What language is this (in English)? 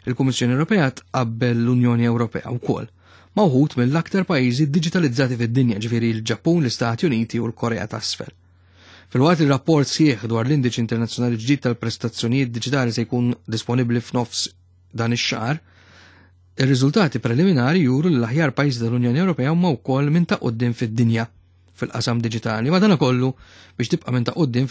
Maltese